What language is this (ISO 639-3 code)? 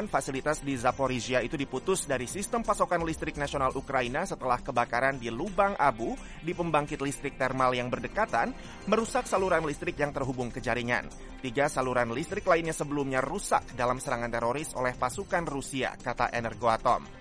ind